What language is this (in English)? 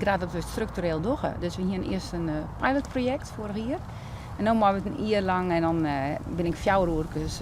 Western Frisian